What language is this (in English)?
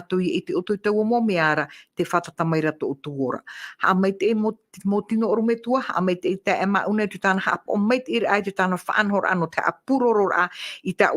Tahitian